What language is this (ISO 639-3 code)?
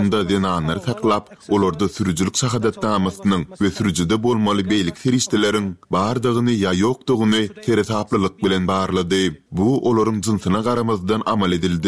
tuk